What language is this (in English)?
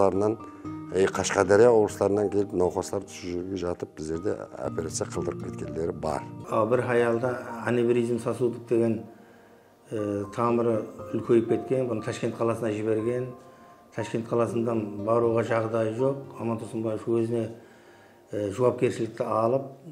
Kara-Kalpak